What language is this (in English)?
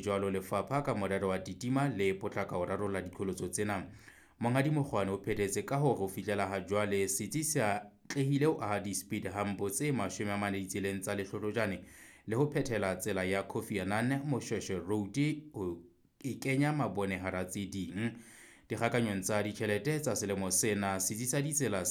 Southern Sotho